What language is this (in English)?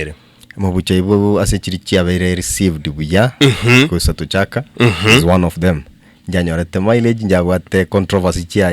Gusii